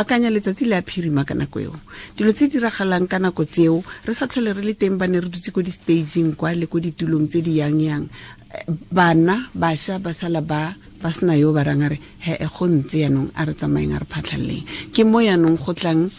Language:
Tswana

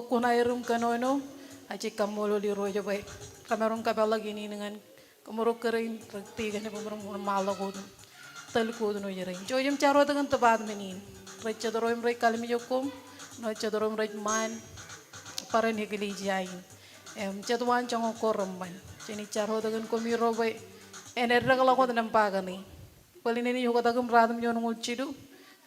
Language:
Marshallese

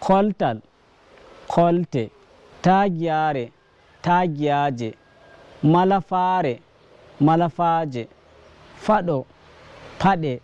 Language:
Nigerian Fulfulde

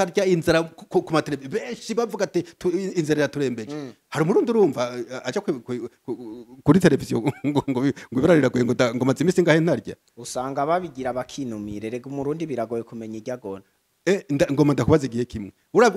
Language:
Rundi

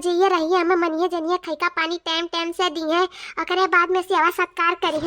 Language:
Awadhi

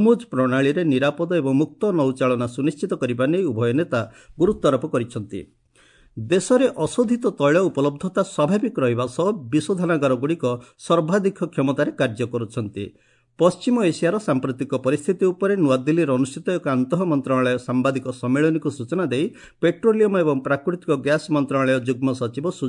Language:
Odia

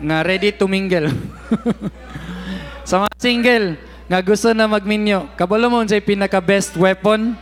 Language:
Cebuano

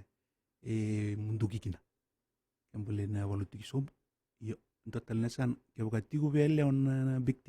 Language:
Fijian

